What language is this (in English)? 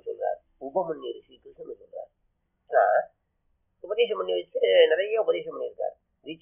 Tamil